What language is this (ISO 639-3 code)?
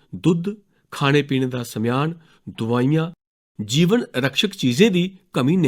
doi